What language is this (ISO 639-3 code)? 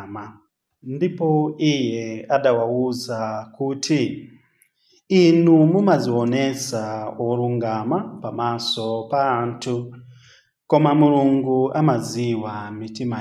nya